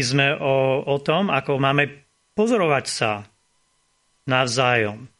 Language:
Slovak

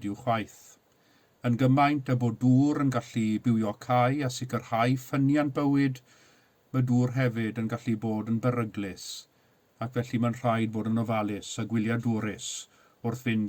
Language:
Welsh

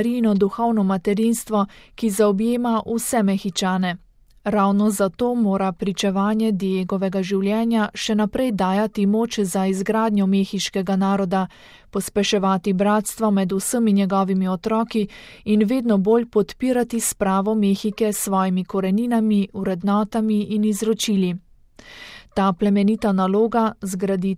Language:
Slovenian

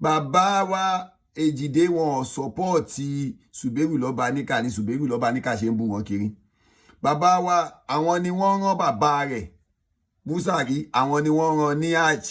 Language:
Yoruba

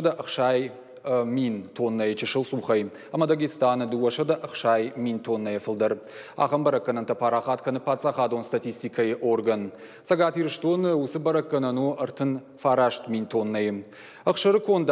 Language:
Ossetic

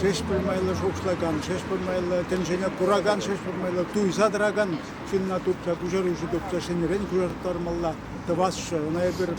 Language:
Chuvash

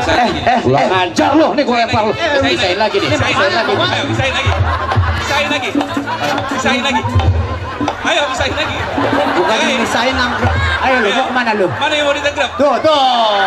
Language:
Betawi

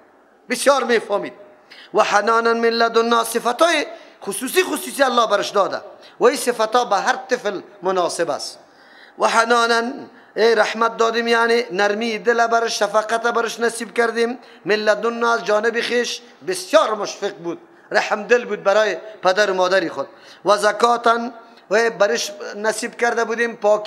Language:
Persian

